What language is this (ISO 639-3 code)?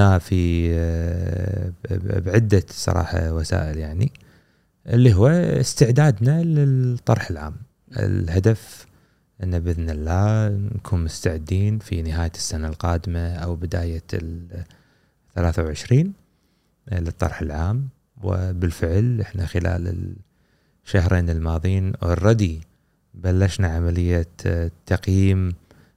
afb